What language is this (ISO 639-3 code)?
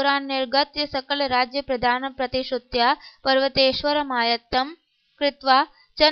san